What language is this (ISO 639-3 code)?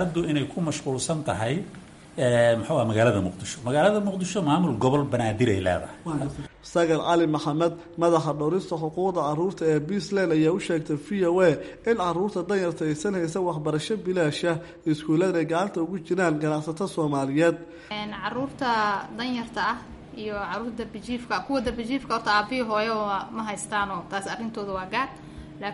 som